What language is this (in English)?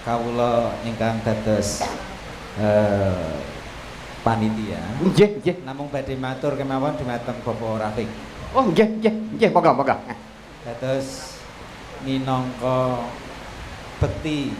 Javanese